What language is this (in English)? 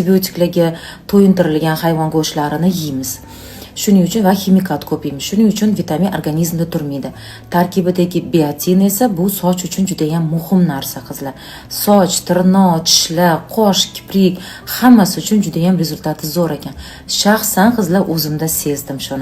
Uzbek